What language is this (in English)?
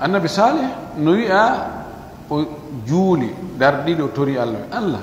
Pular